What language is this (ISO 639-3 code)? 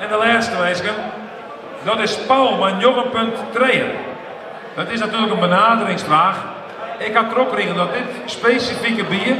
fry